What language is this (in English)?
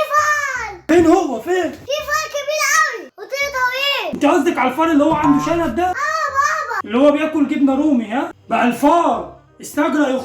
Egyptian Arabic